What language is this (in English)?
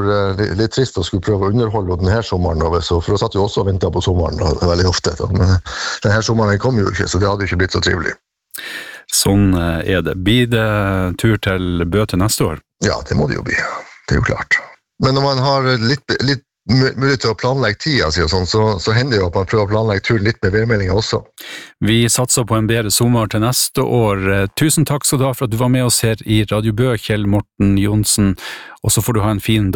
Norwegian